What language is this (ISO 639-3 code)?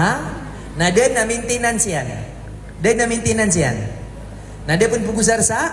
mrw